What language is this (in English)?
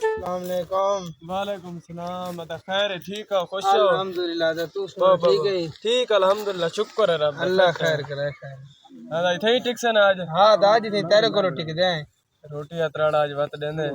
Saraiki